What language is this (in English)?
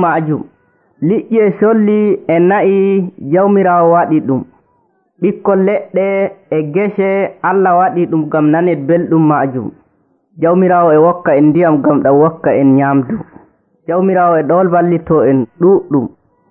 Nigerian Fulfulde